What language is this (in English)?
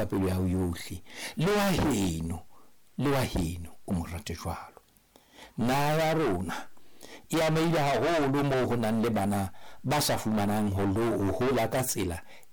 Southern Sotho